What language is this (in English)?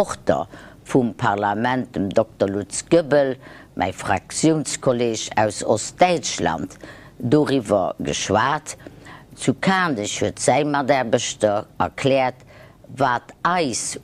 Luxembourgish